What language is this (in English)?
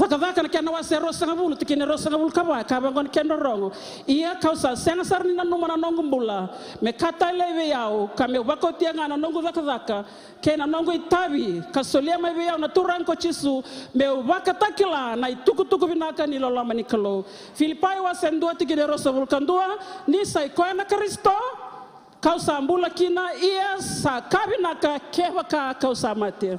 Fijian